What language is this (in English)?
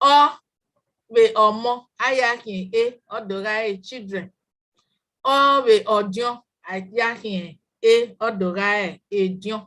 Bini